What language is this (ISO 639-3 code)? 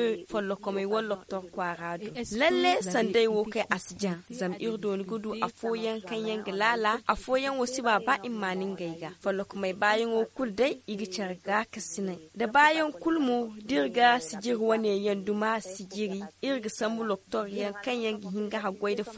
dje